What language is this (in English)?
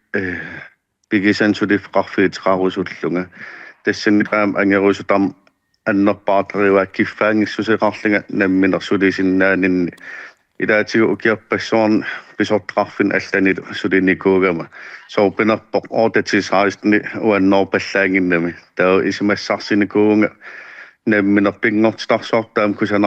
Kalaallisut